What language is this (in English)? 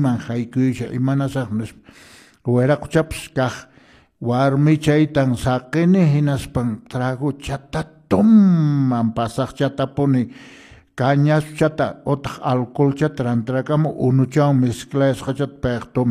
Quechua